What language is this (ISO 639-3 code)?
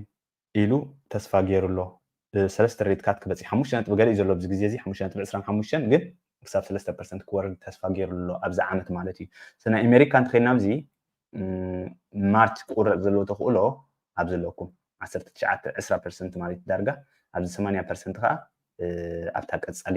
tir